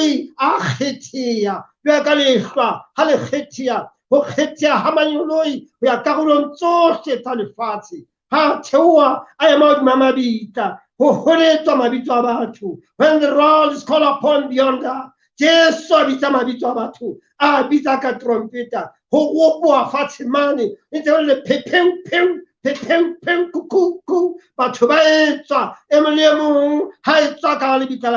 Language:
Southern Sotho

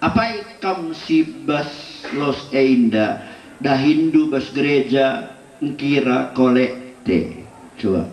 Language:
Batak Karo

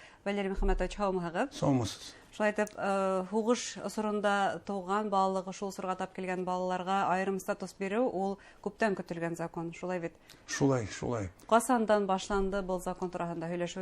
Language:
Bashkir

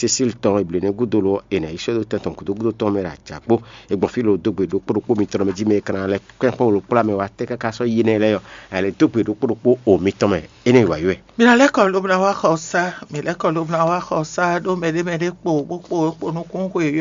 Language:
Fon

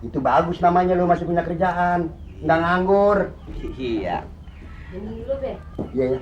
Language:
Betawi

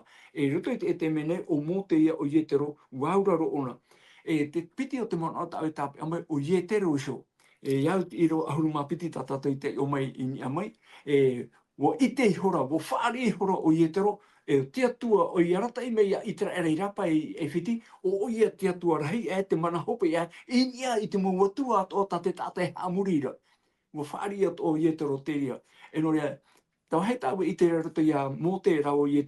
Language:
Tahitian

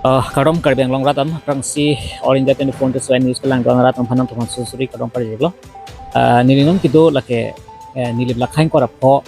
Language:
Karbi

